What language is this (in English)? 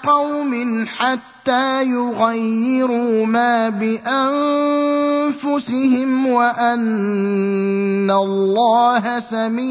Arabic